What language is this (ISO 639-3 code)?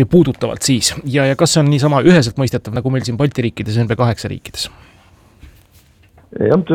est